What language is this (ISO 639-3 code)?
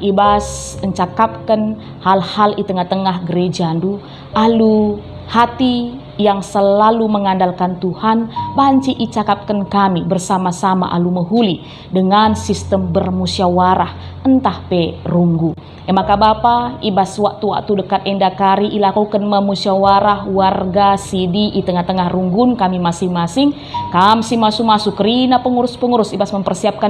btx